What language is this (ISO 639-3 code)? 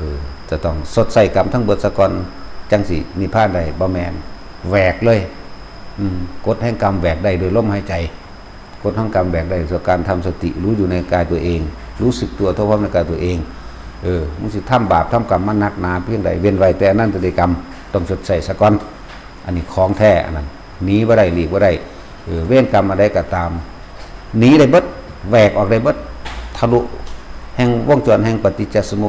lao